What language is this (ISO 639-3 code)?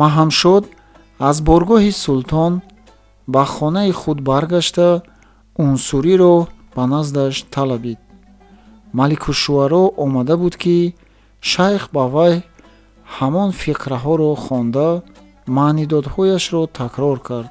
tgk